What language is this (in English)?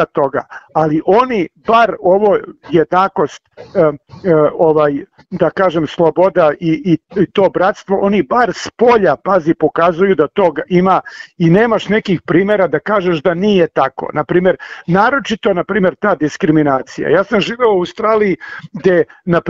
Serbian